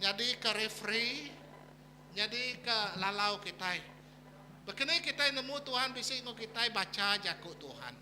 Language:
Iban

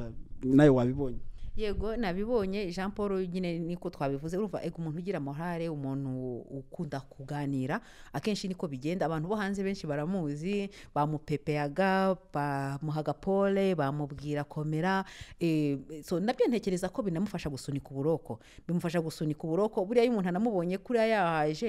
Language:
Kinyarwanda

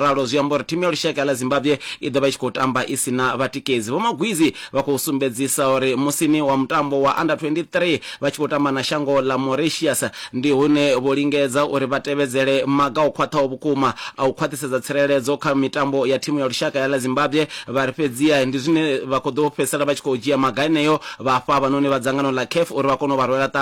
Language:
Venda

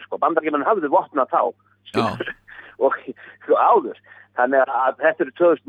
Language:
Icelandic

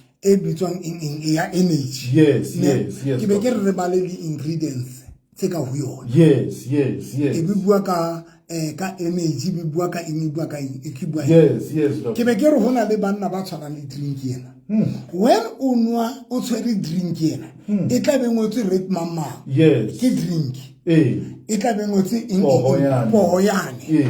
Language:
Southern Sotho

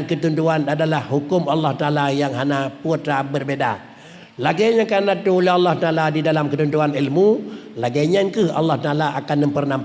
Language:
Achinese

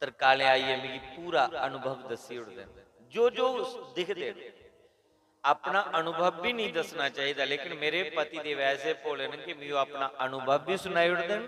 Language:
Dogri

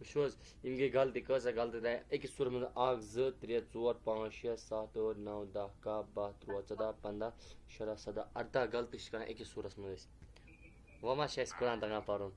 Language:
Kashmiri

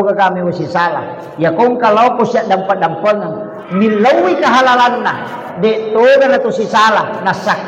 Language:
Buginese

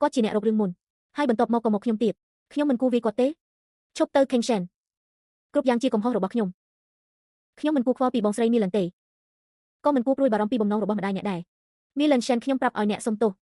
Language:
Khmer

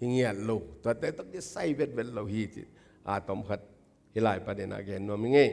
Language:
Tedim Chin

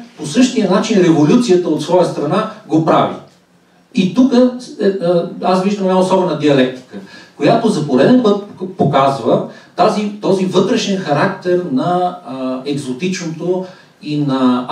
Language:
Bulgarian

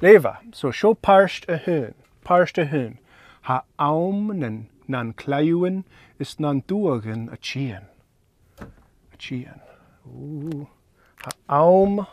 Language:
Scottish Gaelic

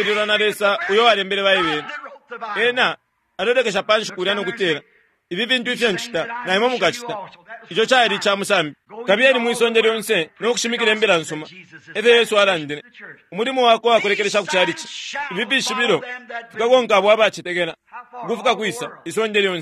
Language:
Bemba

